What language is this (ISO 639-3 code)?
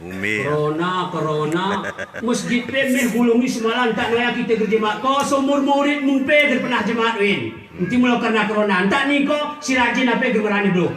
gay